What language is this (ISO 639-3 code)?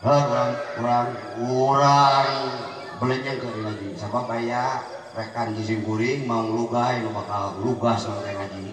sun